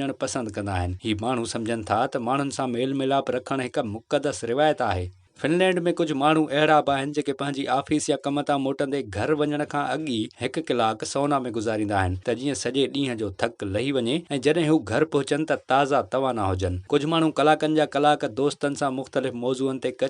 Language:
Sindhi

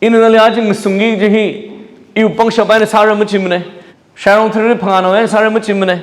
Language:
Tangkhul Naga (India)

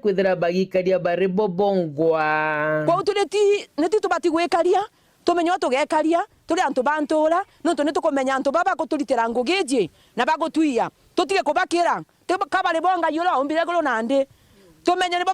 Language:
Meru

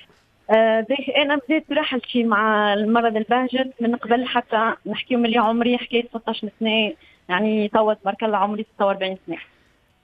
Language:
Tunisian Arabic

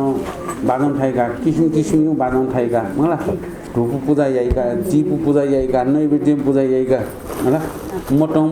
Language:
Newari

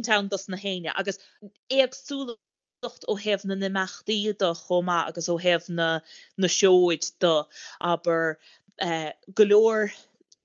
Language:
Irish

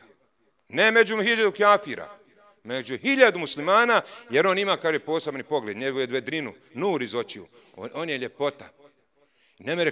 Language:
Bosnian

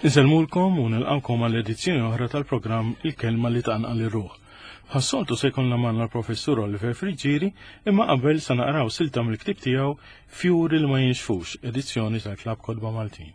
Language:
Maltese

